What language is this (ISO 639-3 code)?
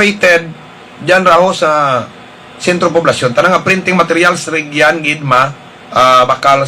hil